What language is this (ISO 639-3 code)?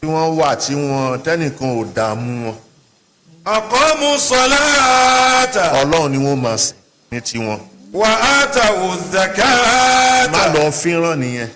yor